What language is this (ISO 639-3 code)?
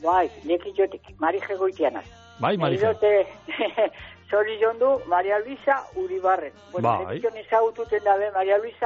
eus